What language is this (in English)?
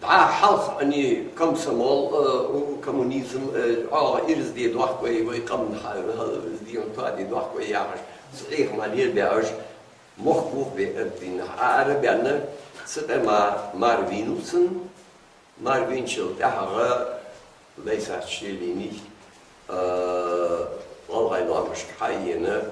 Ingush